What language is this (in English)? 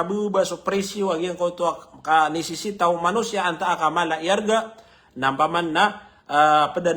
Maranao